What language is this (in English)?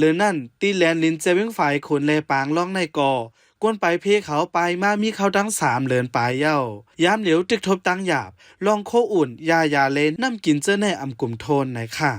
Shan